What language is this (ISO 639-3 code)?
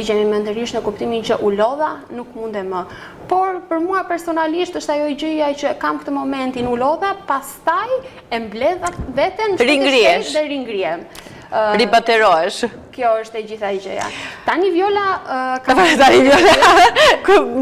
sqi